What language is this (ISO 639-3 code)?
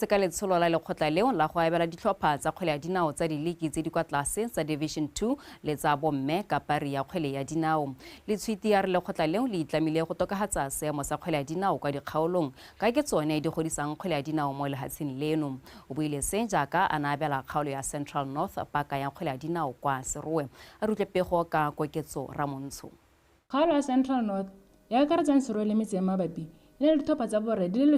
tsn